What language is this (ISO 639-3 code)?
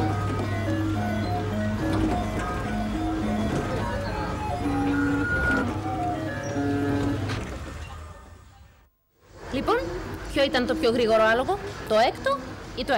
ell